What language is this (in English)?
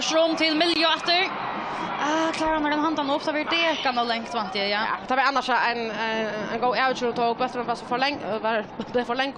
Faroese